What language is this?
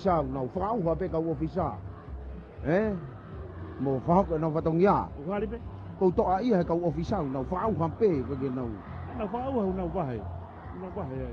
Tongan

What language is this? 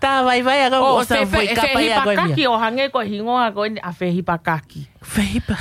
Tongan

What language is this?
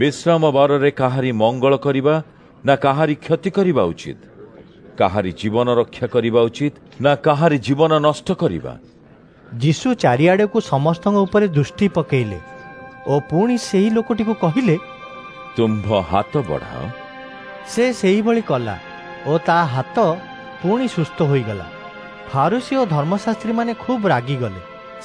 Odia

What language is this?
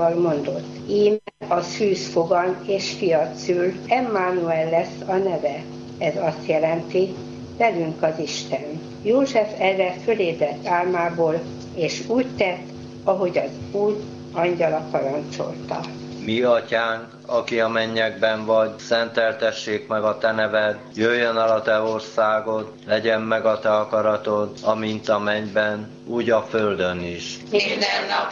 Hungarian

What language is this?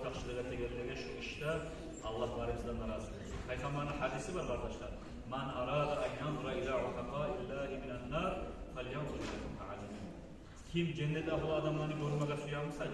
Kumyk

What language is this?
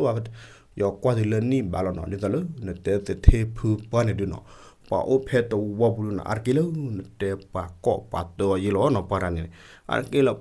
S'gaw Karen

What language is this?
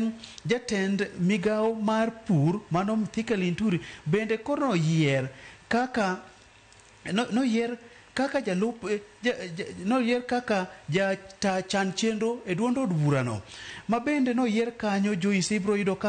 Luo (Kenya and Tanzania)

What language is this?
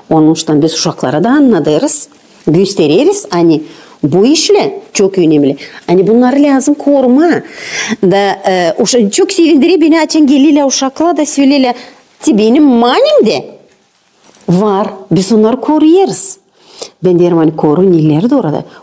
Gagauz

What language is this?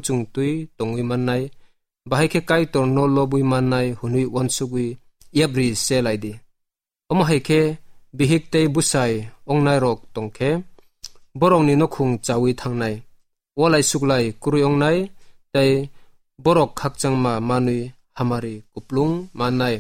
Kok Borok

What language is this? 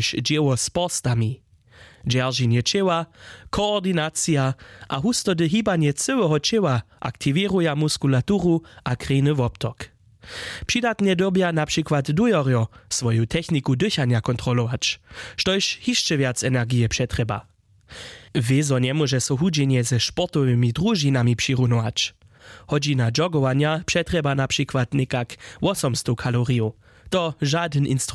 Upper Sorbian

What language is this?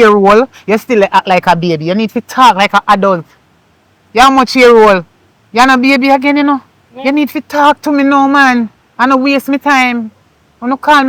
Jamaican Creole English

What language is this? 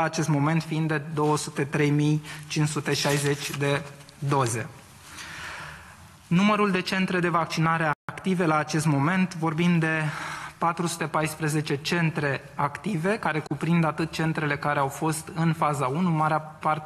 Romanian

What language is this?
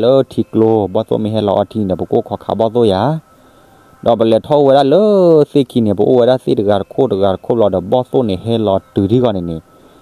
S'gaw Karen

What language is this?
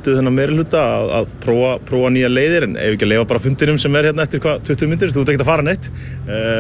Icelandic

